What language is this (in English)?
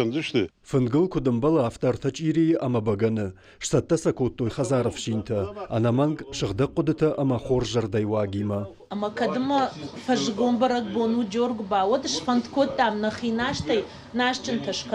Ossetic